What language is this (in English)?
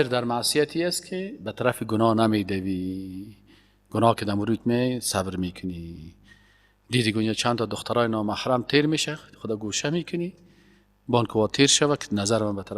Persian